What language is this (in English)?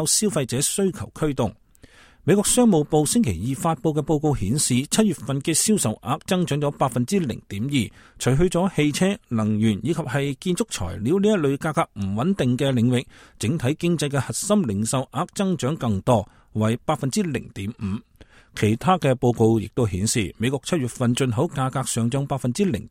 Cantonese